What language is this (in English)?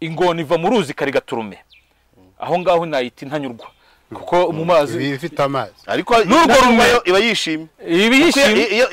Kinyarwanda